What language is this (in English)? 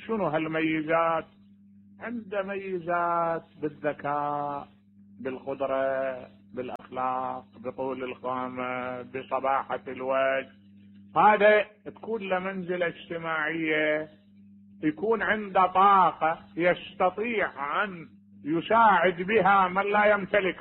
Mesopotamian Arabic